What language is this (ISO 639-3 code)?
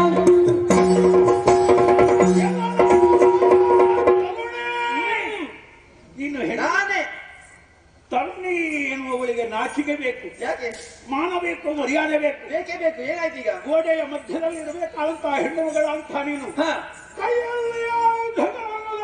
kan